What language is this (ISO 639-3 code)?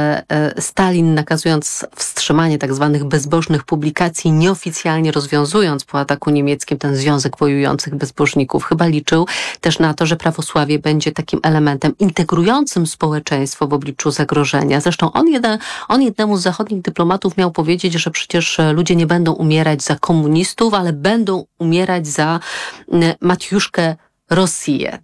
pol